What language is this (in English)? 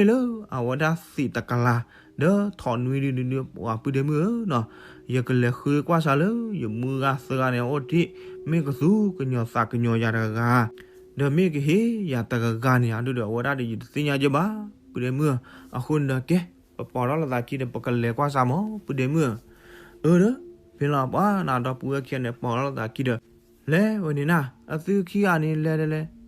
S'gaw Karen